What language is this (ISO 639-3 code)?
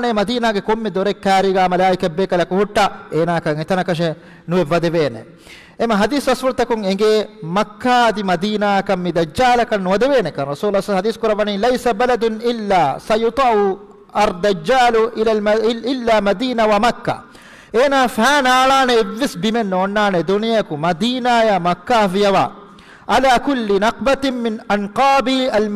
div